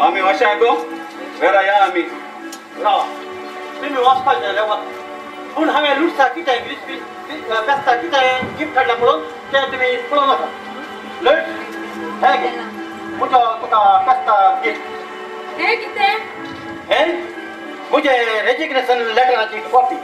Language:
Konkani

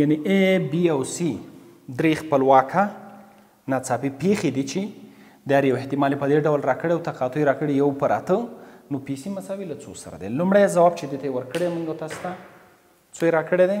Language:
Pashto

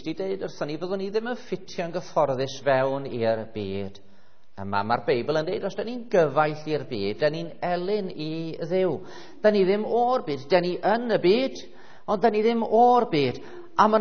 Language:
Welsh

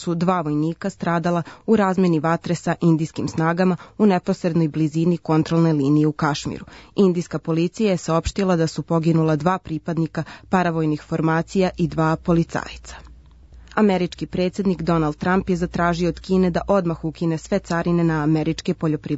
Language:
Serbian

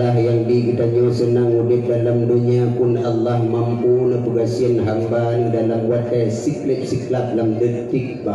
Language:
Achinese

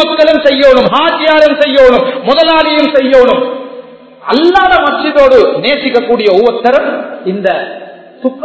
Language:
Tamil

